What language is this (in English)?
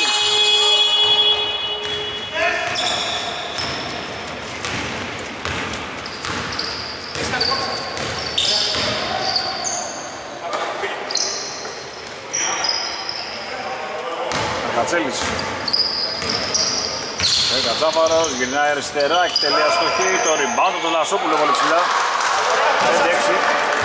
Greek